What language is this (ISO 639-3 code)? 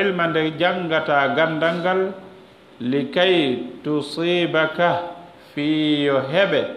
ful